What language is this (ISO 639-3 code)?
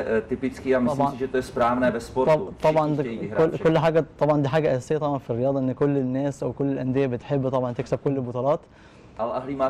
arz